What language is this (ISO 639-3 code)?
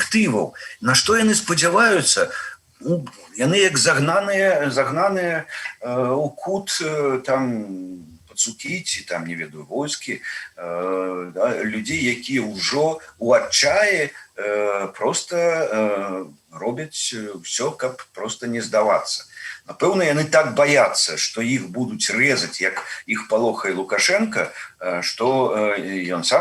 bel